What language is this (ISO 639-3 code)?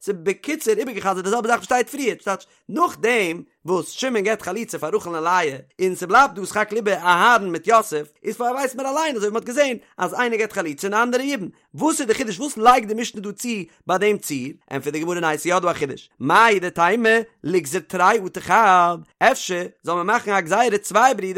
yid